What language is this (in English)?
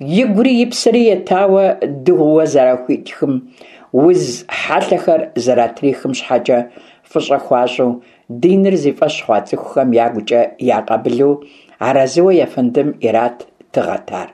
Kabardian